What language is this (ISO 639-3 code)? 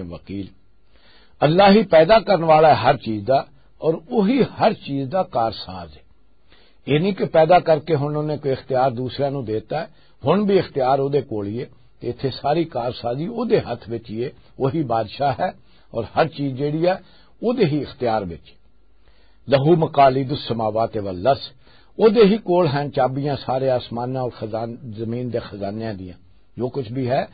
lah